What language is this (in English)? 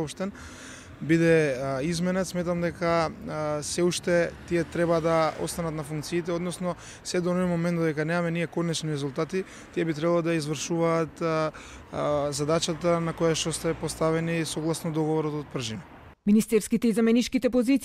Macedonian